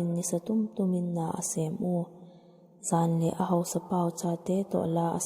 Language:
Vaiphei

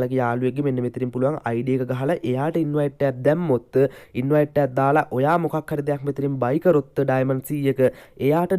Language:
Sinhala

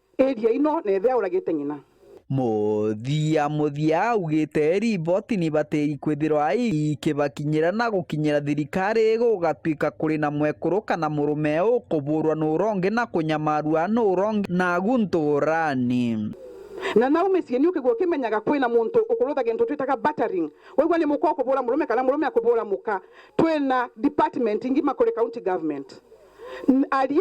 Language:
Meru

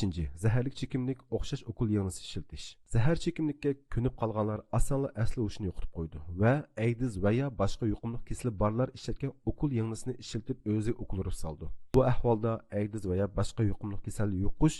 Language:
Uyghur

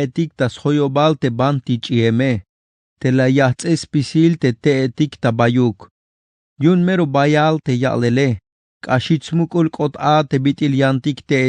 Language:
Tzeltal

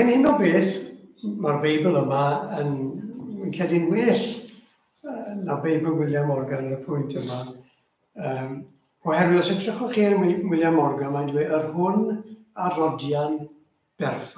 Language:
Welsh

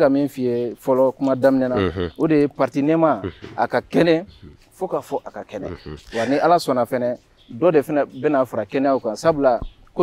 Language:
Bambara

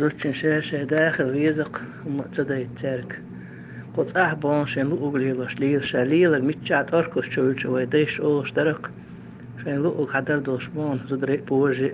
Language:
Chechen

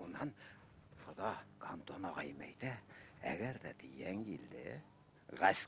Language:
Bashkir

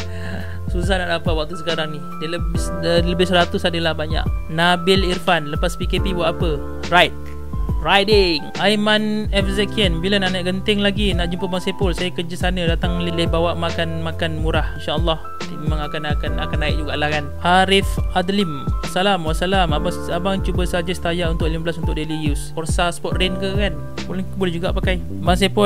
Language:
Malay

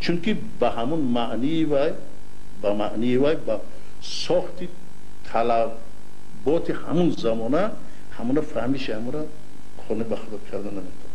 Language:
Tajik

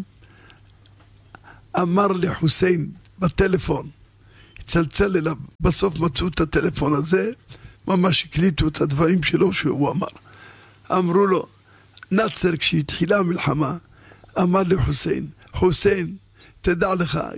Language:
Hebrew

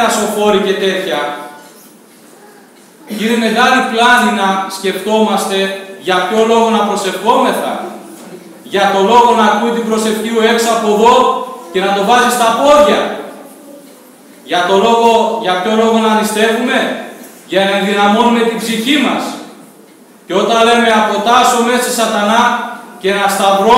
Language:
Greek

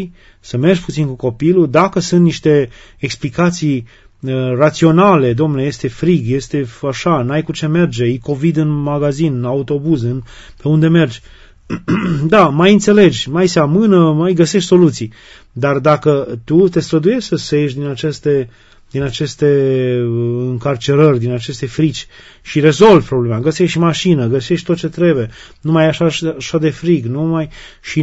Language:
Romanian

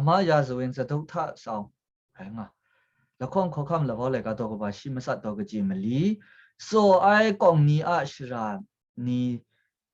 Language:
Kachin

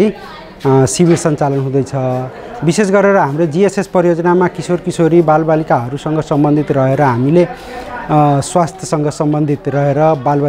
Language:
Nepali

